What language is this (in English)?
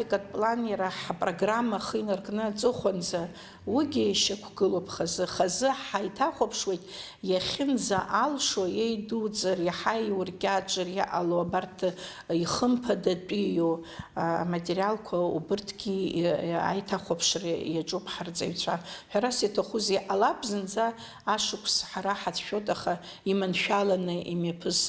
Abkhazian